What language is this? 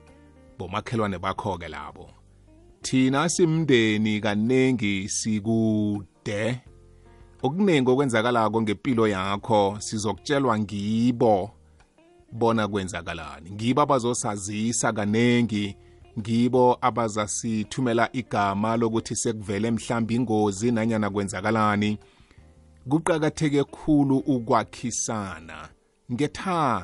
South Ndebele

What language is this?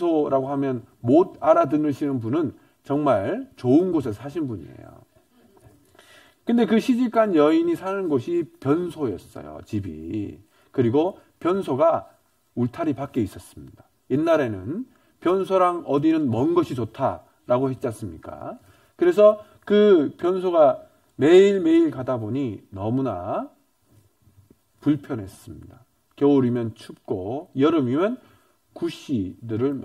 Korean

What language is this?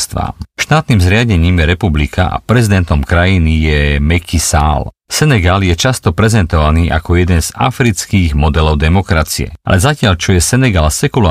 Slovak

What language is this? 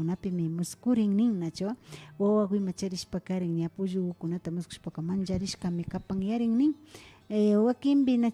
Imbabura Highland Quichua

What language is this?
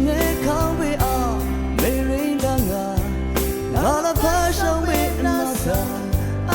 Rawang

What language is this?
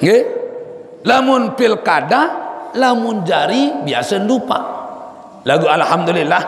Sasak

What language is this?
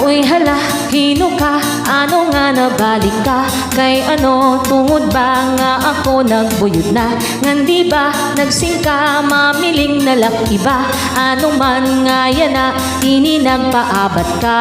Waray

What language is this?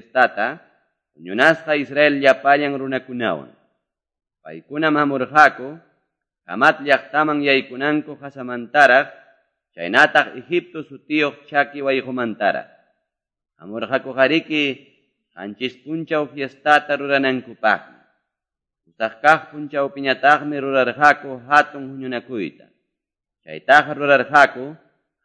Quechua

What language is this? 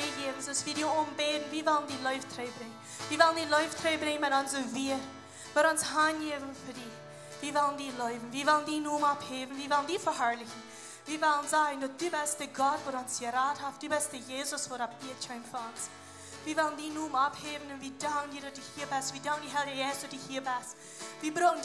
Plautdietsch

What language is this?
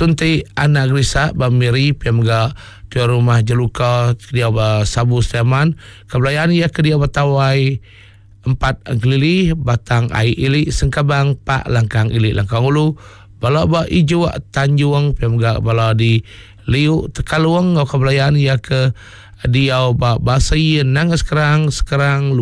Iban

